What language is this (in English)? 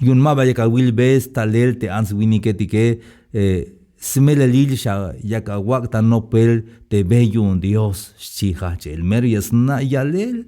Tzeltal